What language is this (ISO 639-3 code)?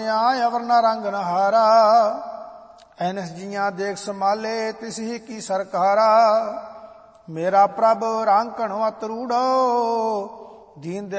pan